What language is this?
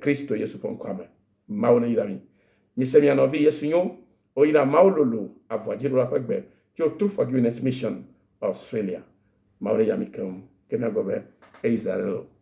Ewe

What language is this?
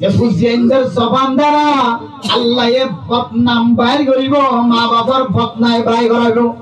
Rohingya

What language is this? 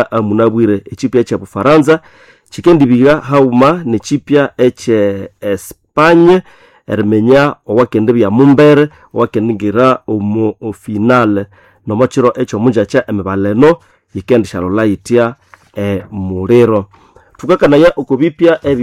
Nande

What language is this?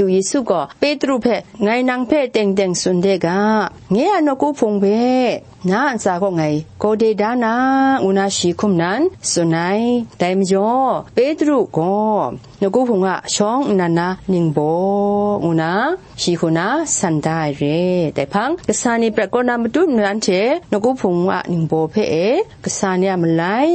Kachin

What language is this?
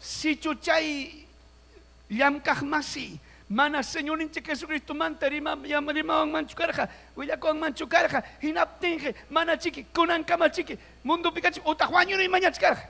Ayacucho Quechua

